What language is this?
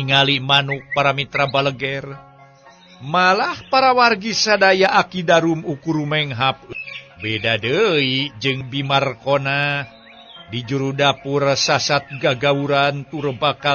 Sundanese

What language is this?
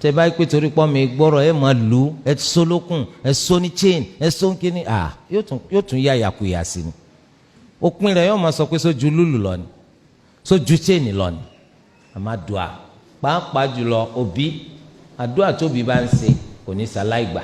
Yoruba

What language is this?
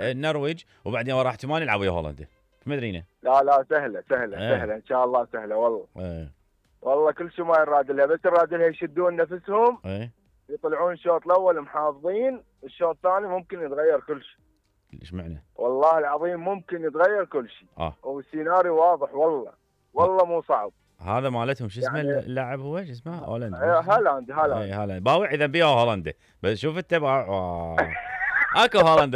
Mesopotamian Arabic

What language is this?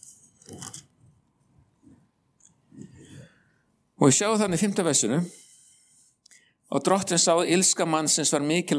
Icelandic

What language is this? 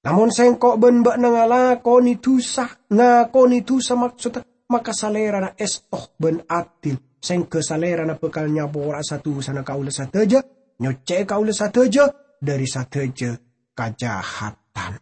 Madurese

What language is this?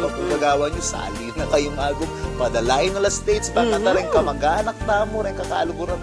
Pampanga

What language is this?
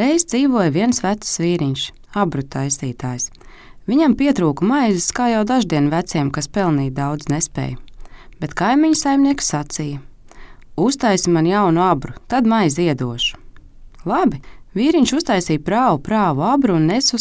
Latvian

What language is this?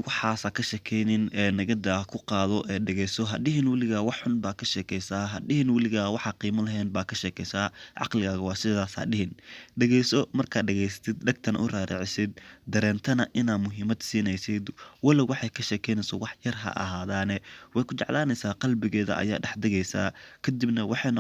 Somali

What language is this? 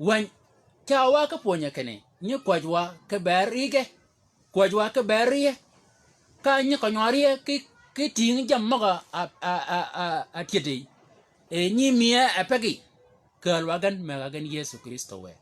Shilluk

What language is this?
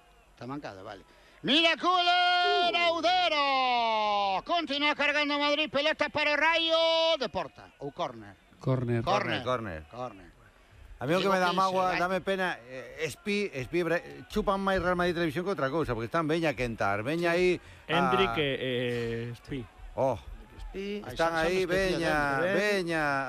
Galician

